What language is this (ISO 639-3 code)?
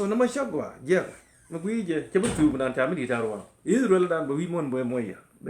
nus